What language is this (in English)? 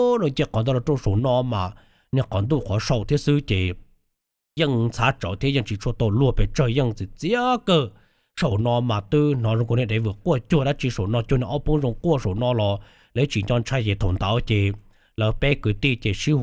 Hmong